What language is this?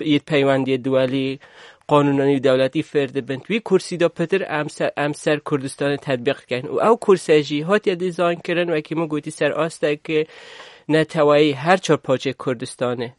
Kurdish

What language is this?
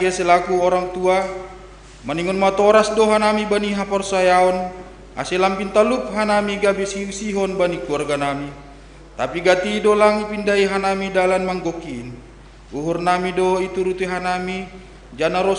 Batak Simalungun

